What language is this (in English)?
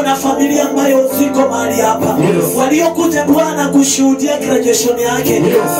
Swahili